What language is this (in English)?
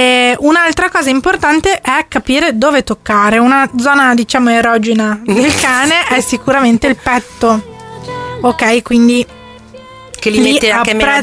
Italian